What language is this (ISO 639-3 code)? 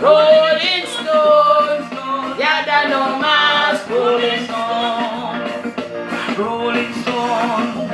jam